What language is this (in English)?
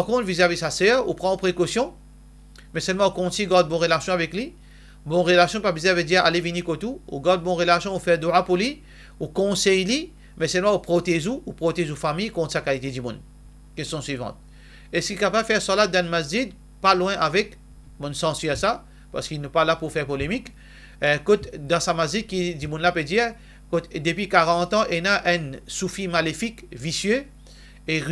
Morisyen